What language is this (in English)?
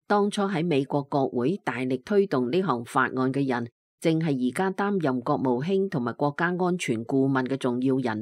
Cantonese